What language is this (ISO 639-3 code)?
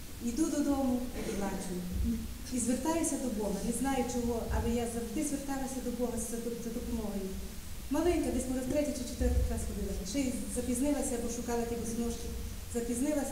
ukr